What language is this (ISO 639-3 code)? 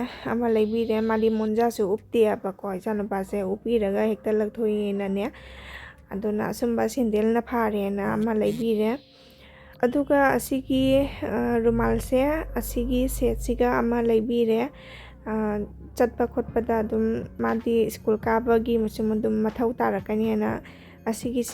mni